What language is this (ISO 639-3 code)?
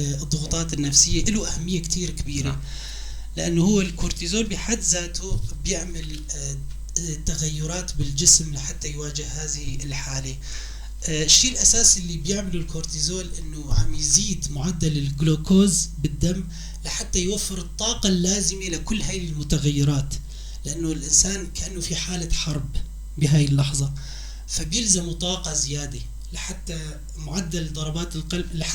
apc